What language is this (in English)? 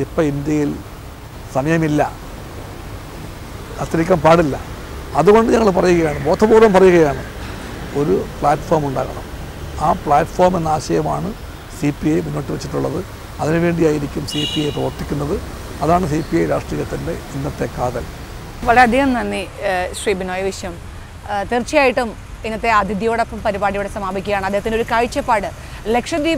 Malayalam